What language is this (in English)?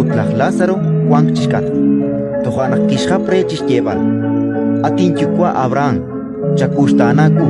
Kekchí